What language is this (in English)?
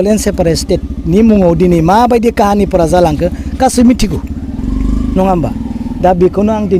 Bodo